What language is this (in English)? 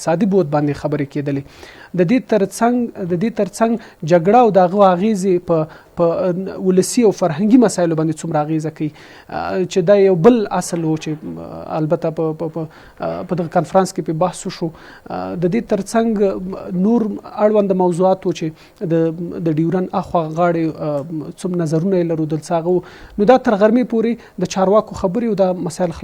Pashto